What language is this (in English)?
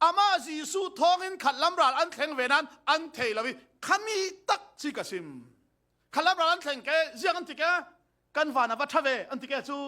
Falam Chin